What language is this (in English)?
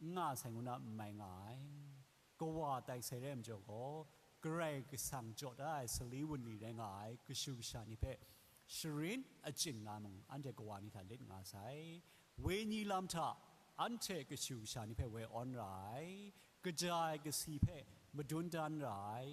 Kachin